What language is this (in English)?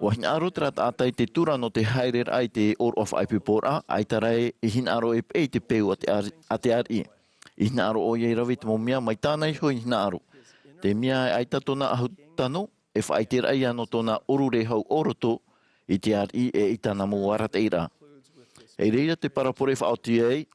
Tahitian